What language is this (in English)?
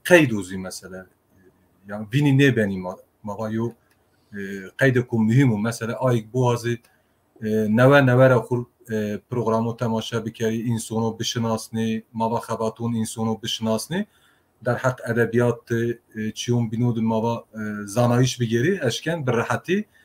Zaza